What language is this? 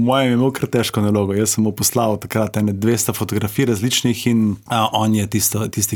Slovenian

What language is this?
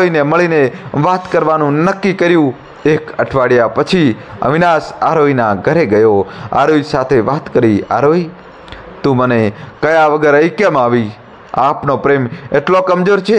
Gujarati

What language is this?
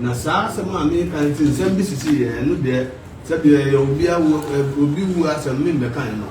Akan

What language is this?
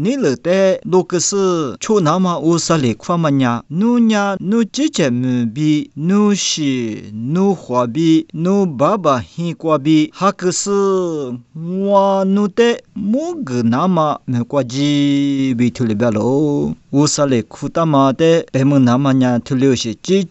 Lisu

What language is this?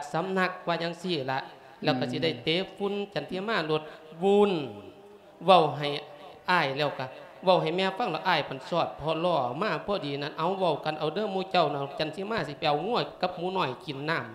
Lao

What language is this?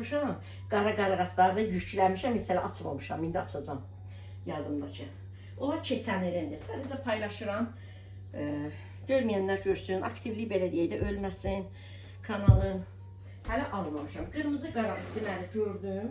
Azerbaijani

